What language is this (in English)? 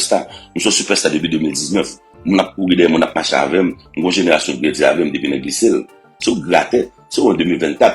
Haitian Creole